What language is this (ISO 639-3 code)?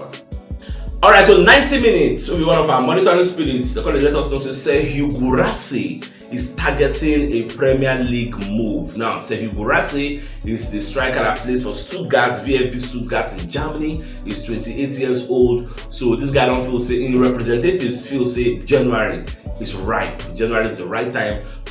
pcm